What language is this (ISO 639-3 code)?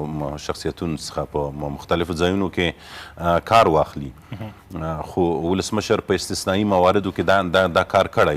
pus